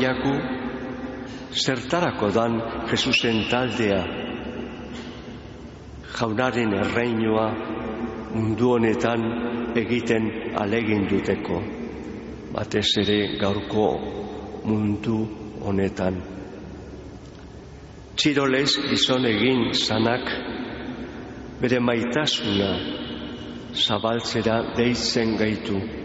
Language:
Basque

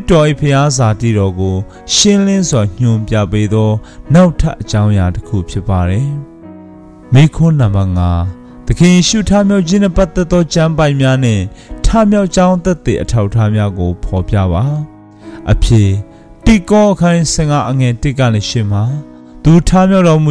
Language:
Burmese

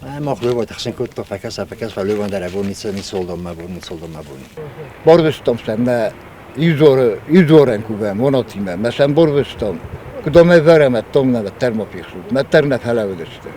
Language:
Ossetic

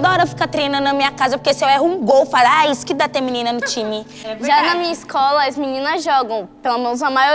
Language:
Portuguese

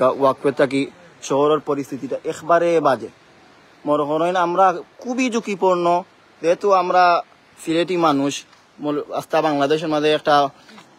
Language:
Sylheti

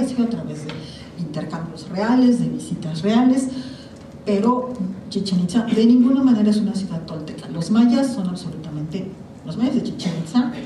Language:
Spanish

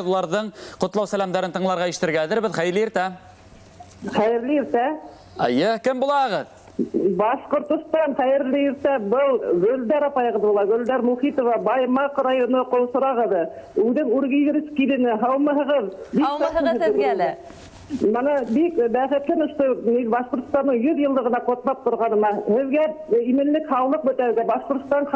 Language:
Bashkir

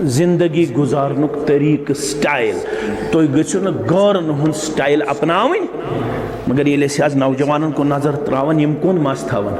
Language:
Kashmiri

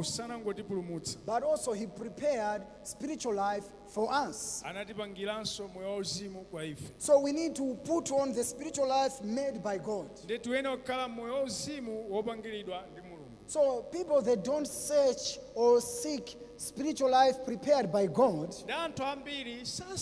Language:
Nyanja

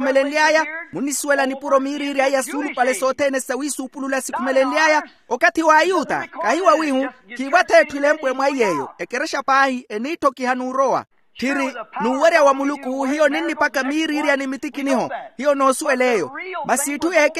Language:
Makhuwa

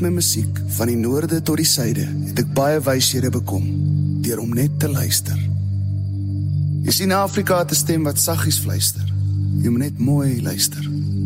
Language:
Afrikaans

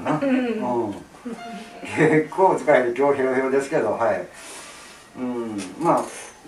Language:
Japanese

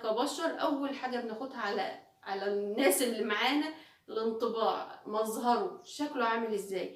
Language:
Egyptian Arabic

